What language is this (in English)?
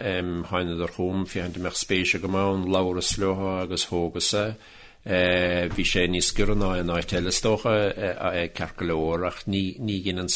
Irish